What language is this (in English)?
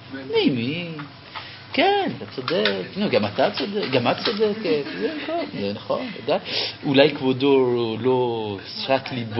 Hebrew